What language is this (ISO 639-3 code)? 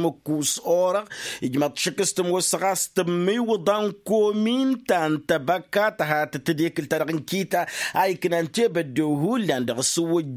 taq